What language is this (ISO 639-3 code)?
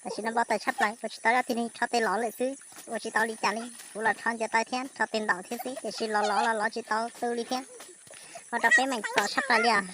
hmn